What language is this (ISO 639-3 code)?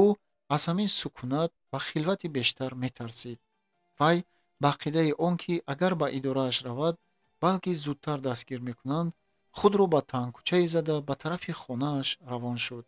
tgk